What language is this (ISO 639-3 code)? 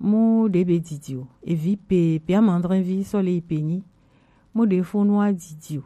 gej